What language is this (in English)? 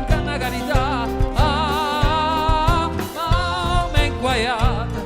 Neapolitan